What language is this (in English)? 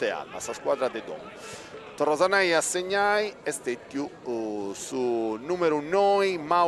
Sardinian